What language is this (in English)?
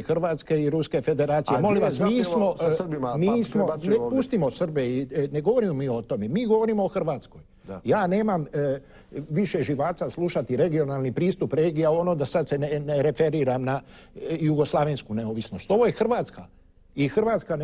Croatian